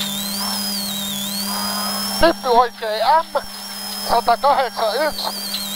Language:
Finnish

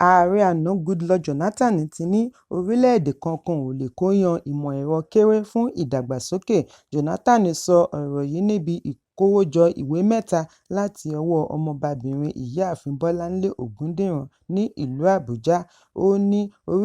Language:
Yoruba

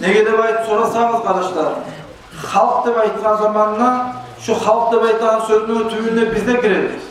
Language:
Kumyk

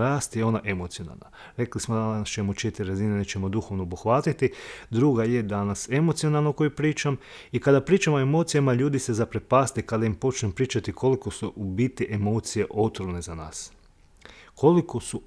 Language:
Croatian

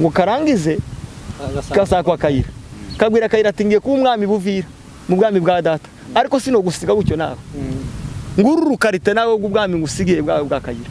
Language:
Rundi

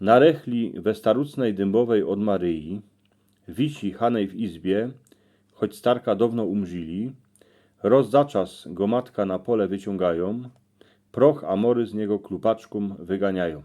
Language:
Silesian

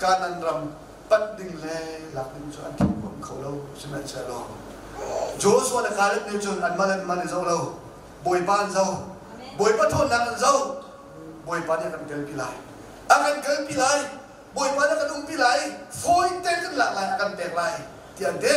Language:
Hakha Chin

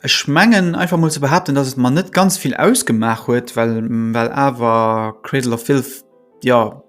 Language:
Luxembourgish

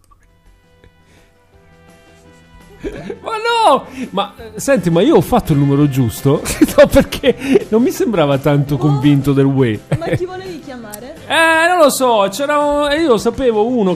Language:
Italian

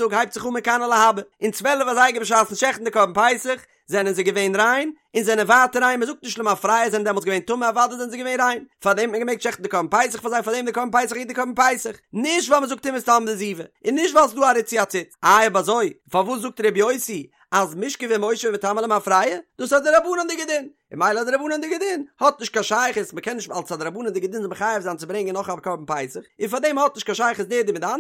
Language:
Yiddish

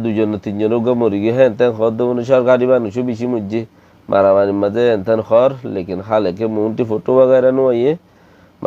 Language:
Rohingya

